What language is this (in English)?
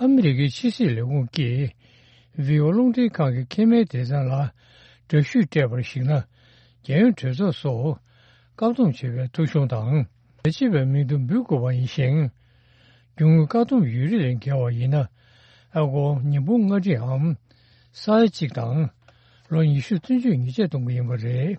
Tibetan